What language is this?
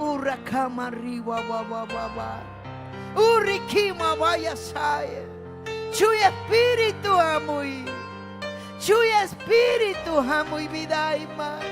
Ayacucho Quechua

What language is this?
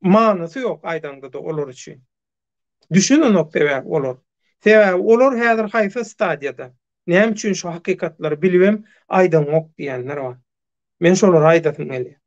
Turkmen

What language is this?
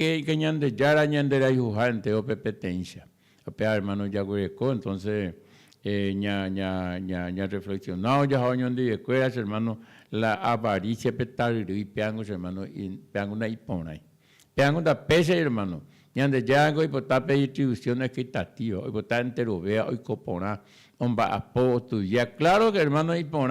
Guarani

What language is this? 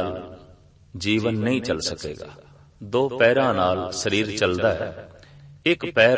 Punjabi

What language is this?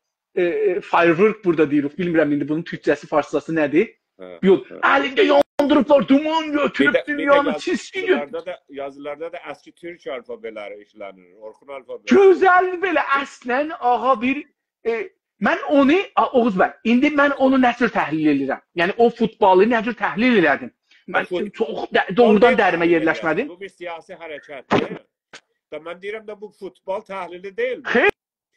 South Azerbaijani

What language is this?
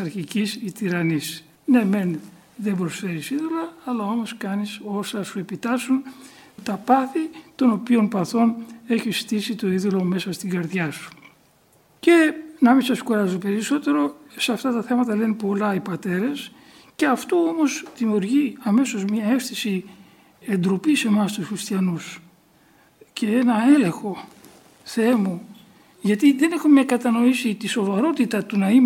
Greek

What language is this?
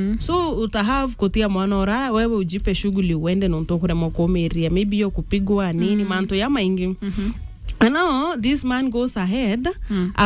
Meru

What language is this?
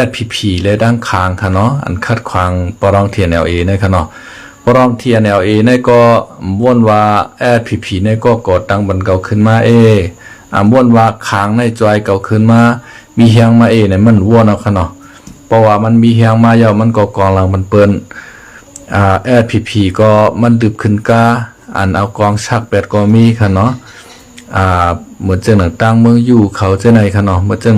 Shan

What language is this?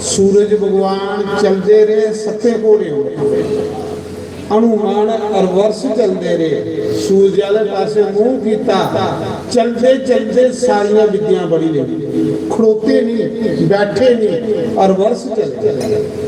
Dogri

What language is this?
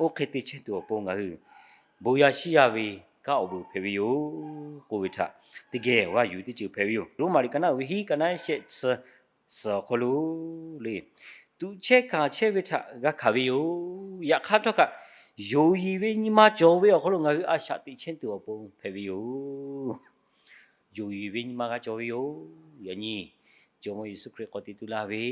Lahu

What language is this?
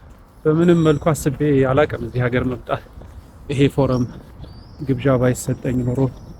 Amharic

